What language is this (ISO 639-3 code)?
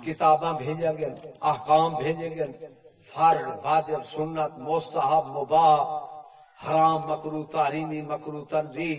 skr